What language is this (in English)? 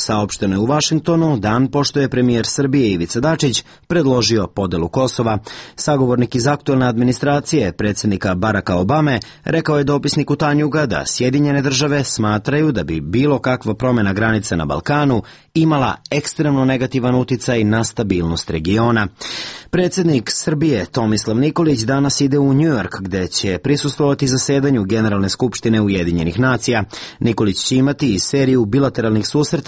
Serbian